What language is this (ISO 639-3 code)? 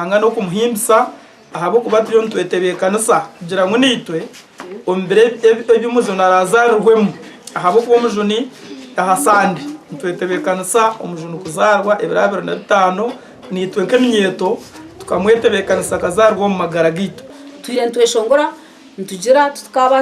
nyn